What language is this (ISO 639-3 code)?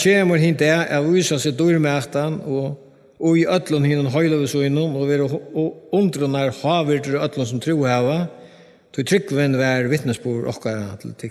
fao